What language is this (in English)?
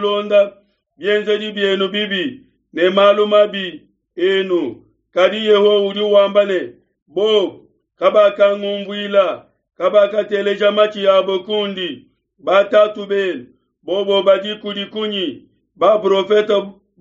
Luba-Lulua